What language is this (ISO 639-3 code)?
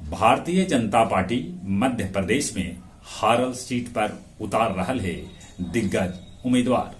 mag